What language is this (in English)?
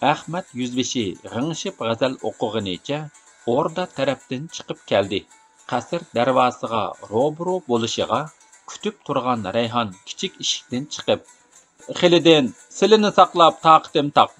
Uyghur